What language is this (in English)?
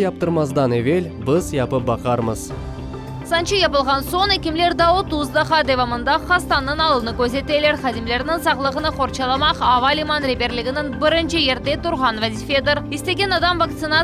Crimean Tatar